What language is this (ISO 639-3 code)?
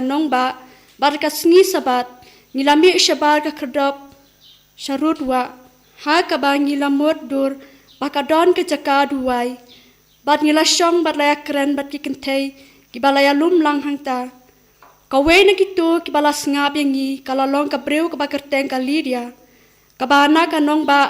kha